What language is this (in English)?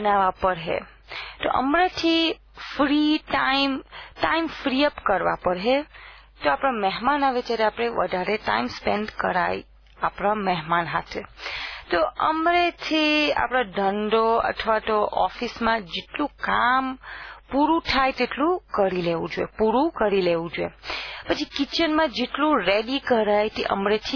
Gujarati